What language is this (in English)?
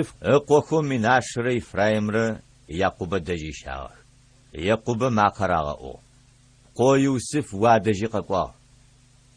Adyghe